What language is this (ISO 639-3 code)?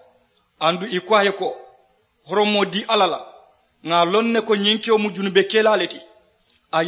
man